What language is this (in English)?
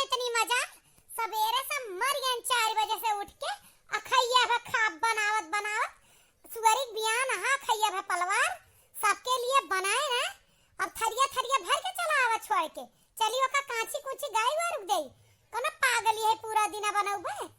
Awadhi